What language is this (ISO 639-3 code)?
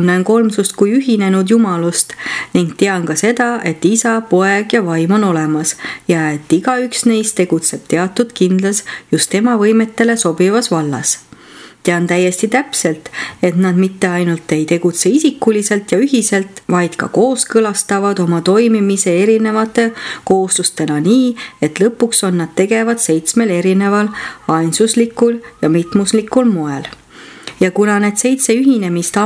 est